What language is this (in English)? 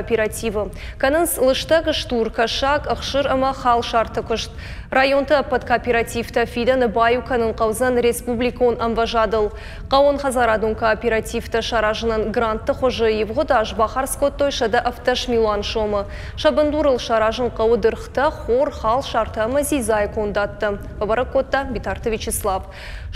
Ossetic